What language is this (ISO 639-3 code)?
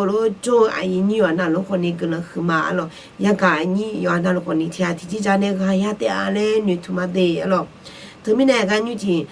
ahk